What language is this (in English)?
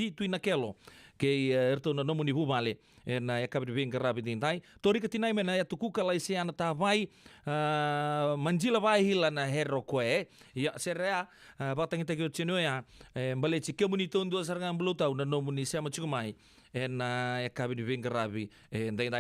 Fijian